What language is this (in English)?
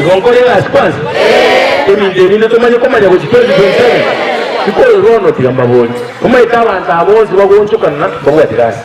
Gusii